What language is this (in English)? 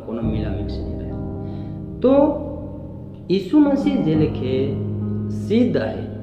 Sadri